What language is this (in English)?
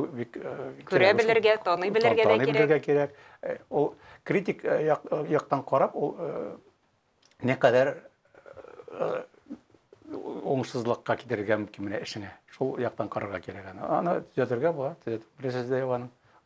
Tatar